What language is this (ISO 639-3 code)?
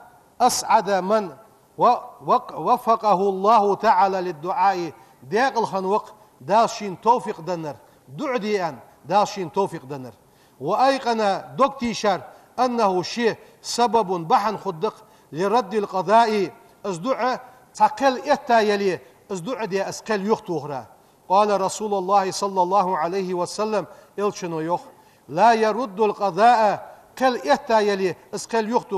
inh